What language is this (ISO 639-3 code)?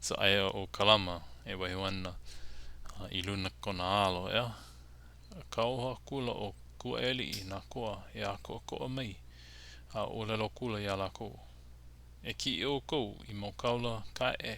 haw